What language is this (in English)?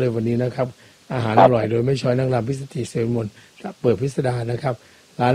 Thai